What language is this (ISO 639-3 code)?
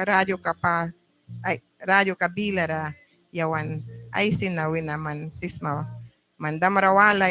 miq